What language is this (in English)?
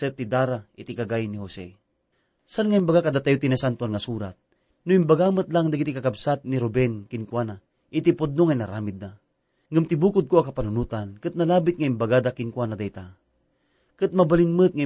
Iloko